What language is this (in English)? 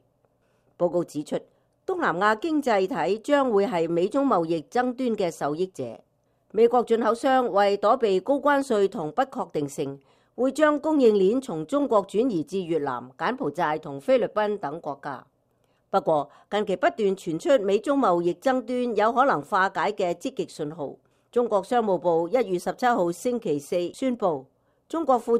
Cantonese